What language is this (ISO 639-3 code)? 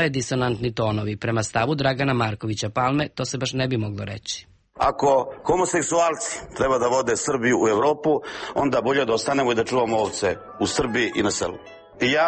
srp